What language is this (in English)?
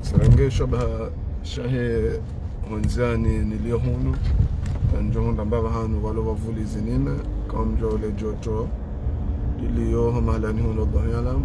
Ngazidja Comorian